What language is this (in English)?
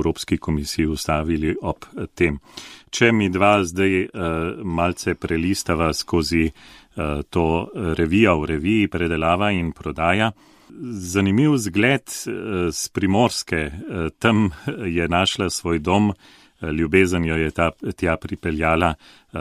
Slovenian